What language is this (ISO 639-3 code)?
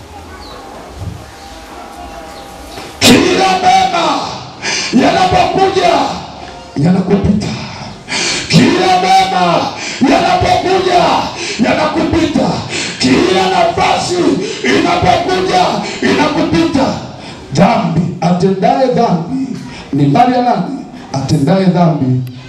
swa